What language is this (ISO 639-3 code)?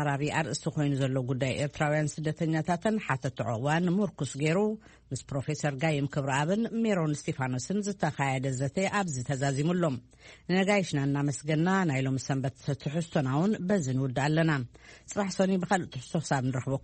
tir